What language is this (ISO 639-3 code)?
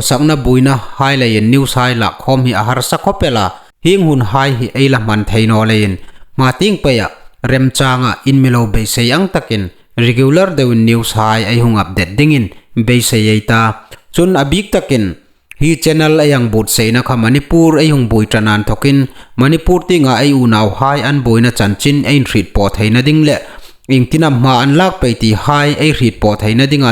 hmr